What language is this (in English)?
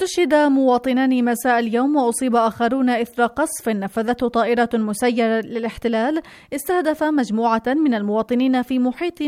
Arabic